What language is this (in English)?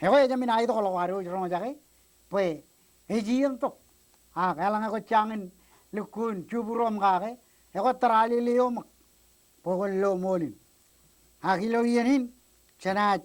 Marshallese